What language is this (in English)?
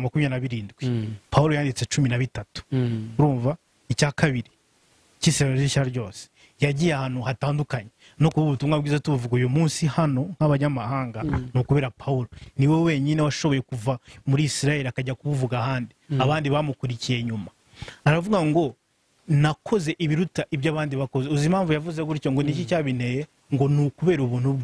Kinyarwanda